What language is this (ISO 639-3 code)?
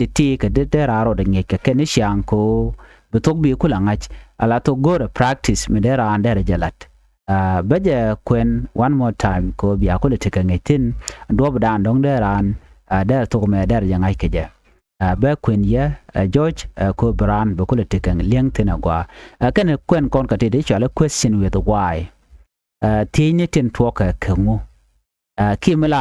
nus